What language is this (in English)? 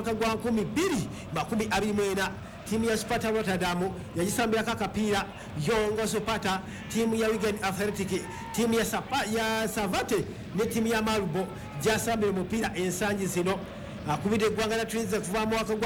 Ganda